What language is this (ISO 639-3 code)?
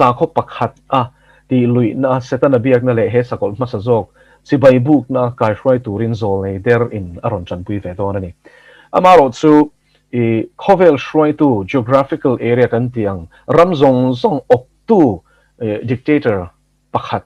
lus